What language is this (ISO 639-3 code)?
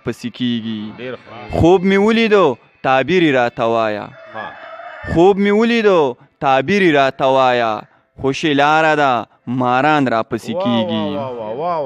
pus